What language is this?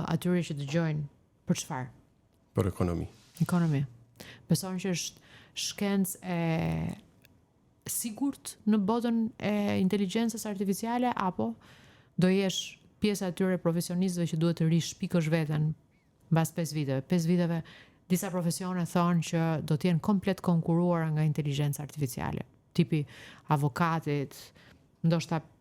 Albanian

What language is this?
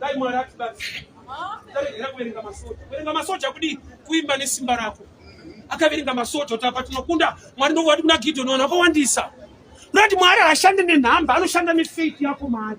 Shona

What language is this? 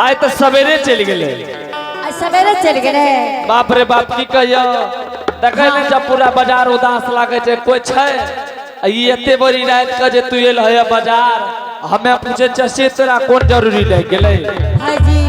Angika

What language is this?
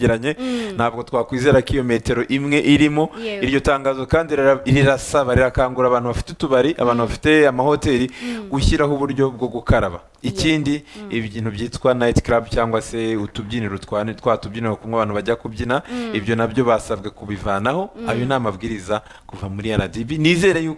Kinyarwanda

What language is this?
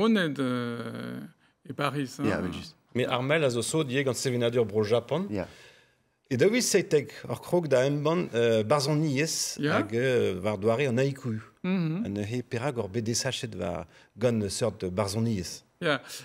Breton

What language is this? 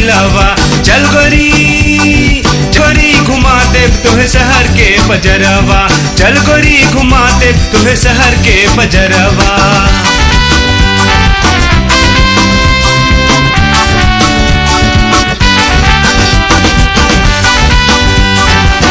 Bhojpuri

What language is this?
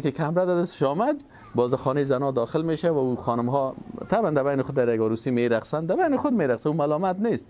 Persian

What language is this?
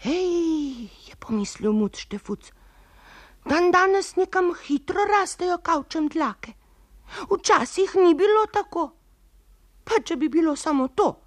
Slovenian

